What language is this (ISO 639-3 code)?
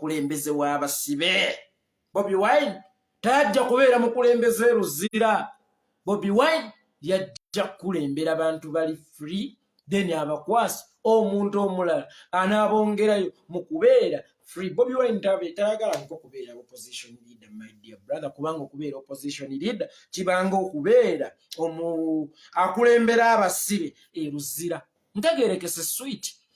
lug